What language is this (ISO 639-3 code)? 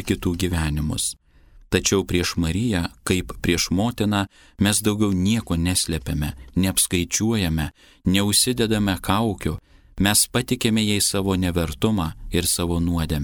lit